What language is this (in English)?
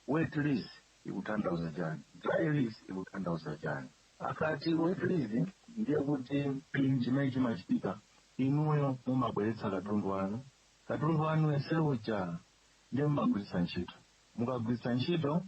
Nyanja